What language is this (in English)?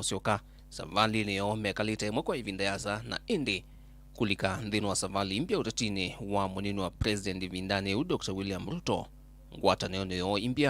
Kamba